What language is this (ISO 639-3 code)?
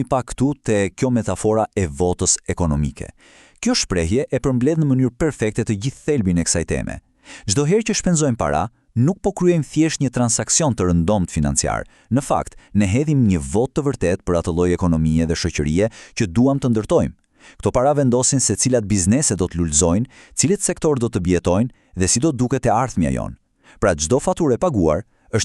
sqi